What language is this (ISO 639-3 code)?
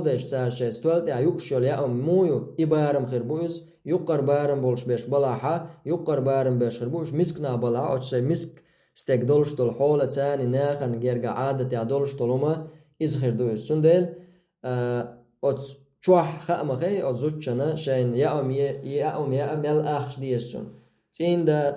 che